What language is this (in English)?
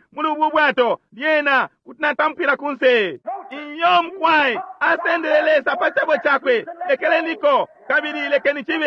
Bemba